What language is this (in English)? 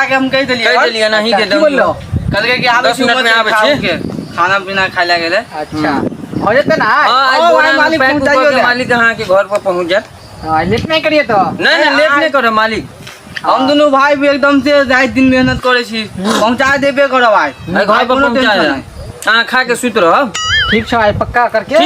Maithili